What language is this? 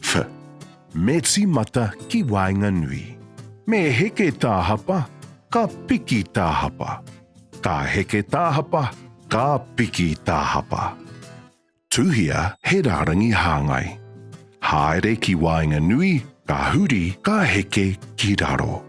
Māori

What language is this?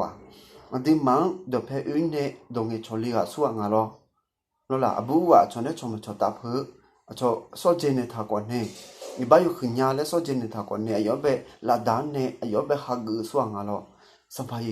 Akha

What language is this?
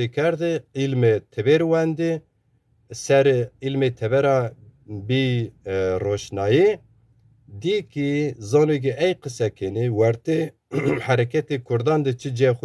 Zaza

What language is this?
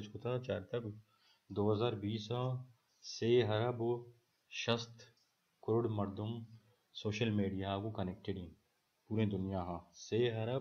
Baluchi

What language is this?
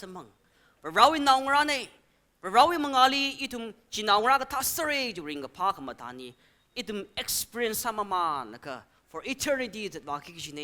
Tangkhul Naga (India)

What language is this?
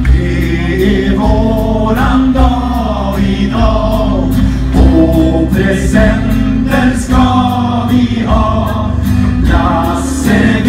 Swedish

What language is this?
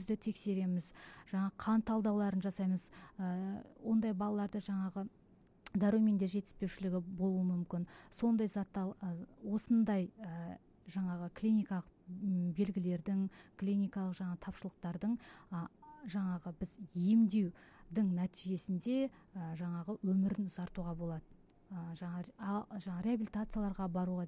Kazakh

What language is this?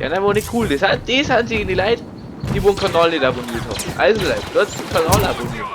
Bavarian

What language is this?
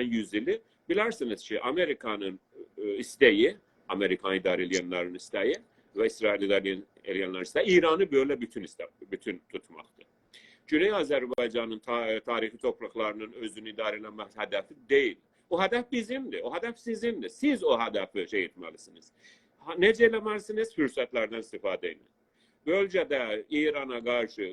South Azerbaijani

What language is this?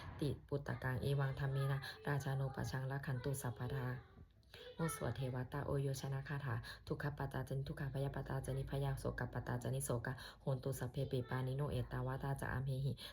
Pali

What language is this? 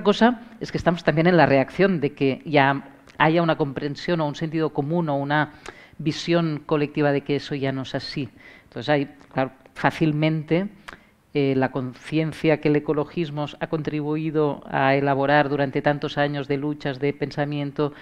Spanish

